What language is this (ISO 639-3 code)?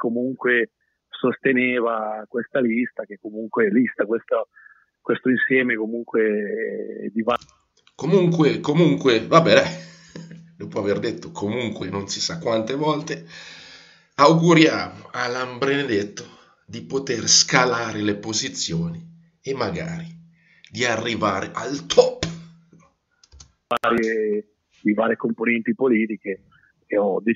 ita